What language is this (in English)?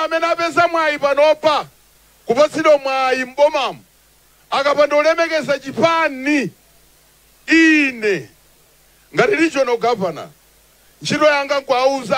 Nyanja